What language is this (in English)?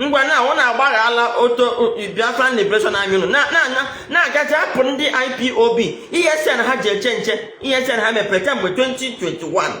Igbo